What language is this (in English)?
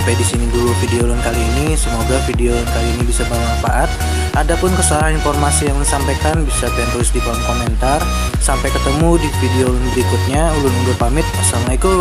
Banjar